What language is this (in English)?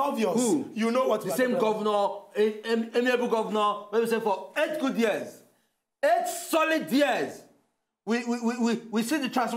Nigerian Pidgin